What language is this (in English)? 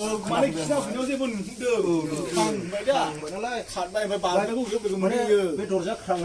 Bodo